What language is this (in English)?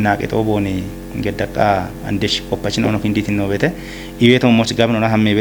Kafa